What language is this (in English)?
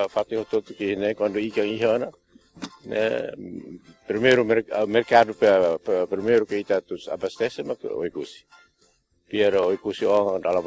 Tetum